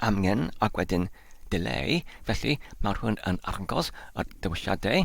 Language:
Welsh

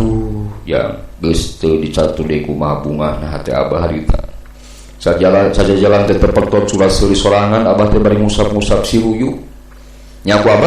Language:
Sundanese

